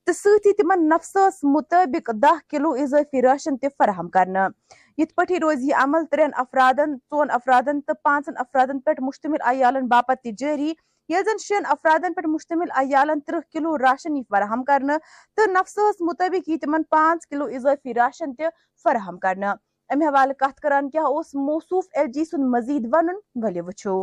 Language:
Kashmiri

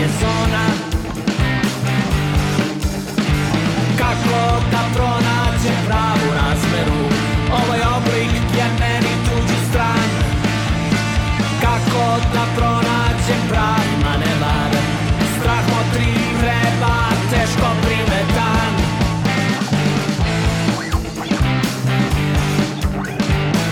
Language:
Serbian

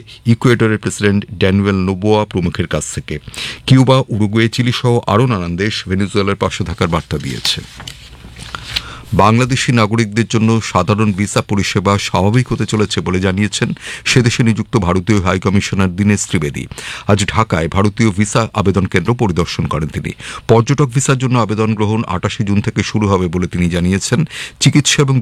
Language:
Bangla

